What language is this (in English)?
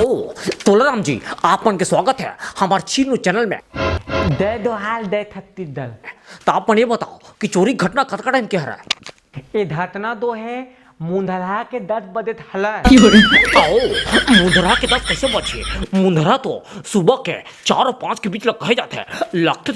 Chhattisgarhi